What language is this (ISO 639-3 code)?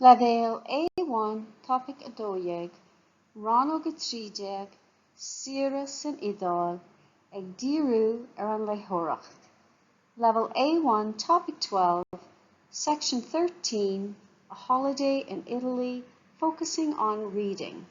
gle